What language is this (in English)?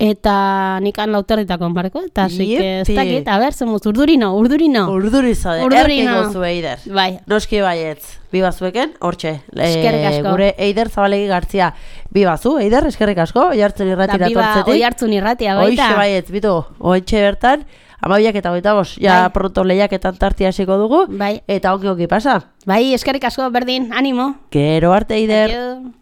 Basque